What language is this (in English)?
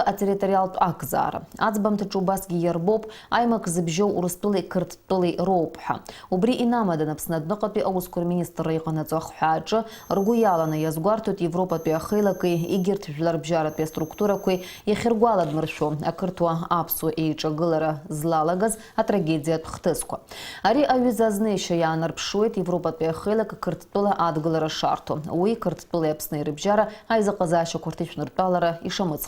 Abkhazian